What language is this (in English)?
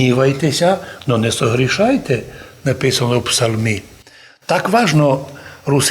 Rusyn